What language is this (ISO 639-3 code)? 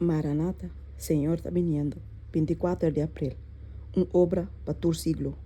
pap